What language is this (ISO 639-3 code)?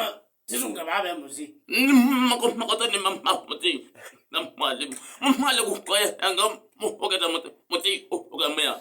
kam